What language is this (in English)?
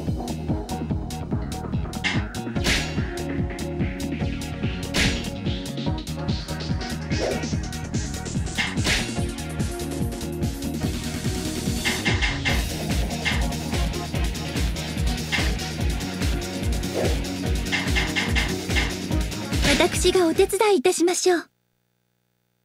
Japanese